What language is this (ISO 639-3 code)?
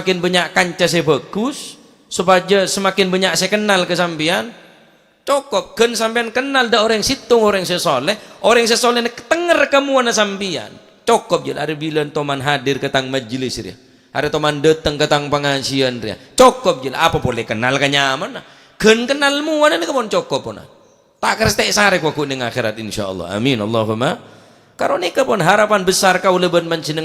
mad